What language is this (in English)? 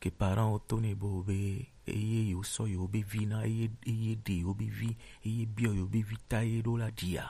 Gen